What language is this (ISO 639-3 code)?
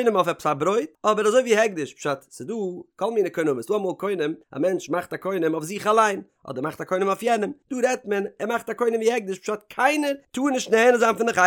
yid